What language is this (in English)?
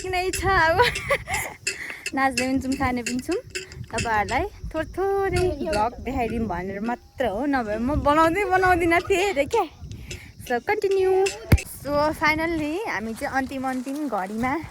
Nepali